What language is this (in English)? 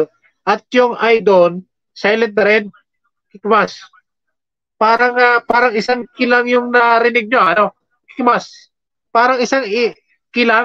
Filipino